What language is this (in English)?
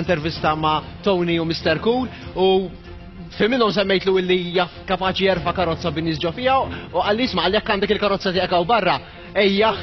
Maltese